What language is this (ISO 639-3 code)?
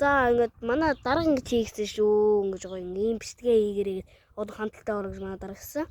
mon